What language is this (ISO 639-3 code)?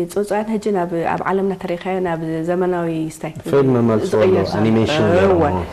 tir